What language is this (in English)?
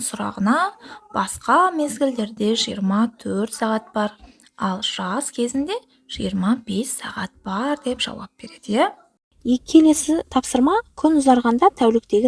Kazakh